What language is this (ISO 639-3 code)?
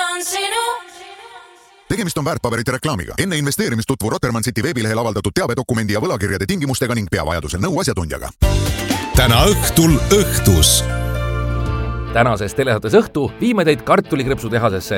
est